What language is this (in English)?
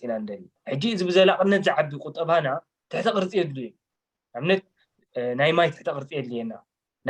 Tigrinya